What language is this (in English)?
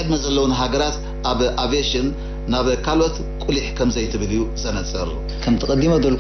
Tigrinya